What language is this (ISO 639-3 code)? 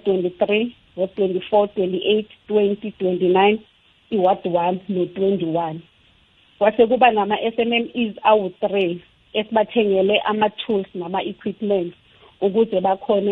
nbl